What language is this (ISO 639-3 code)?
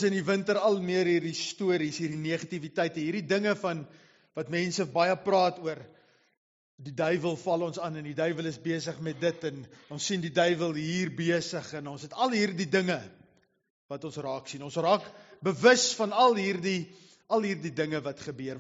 afr